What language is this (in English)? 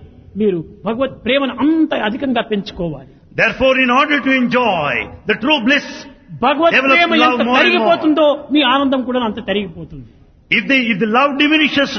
Telugu